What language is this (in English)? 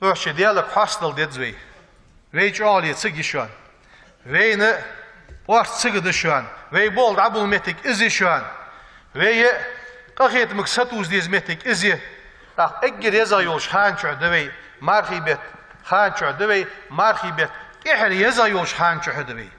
Ingush